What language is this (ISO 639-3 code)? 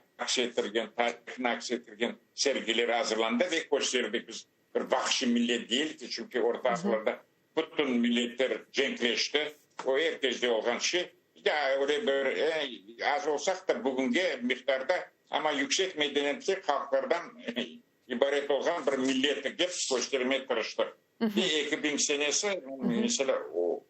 crh